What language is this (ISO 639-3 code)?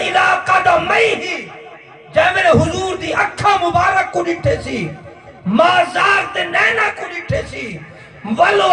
skr